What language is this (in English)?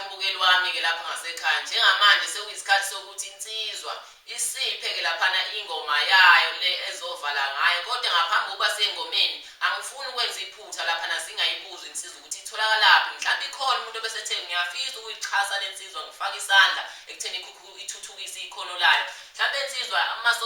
Zulu